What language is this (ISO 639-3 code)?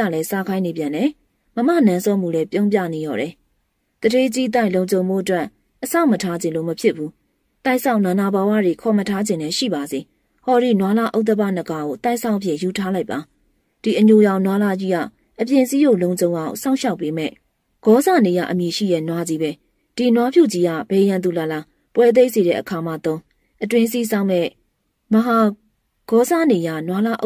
mya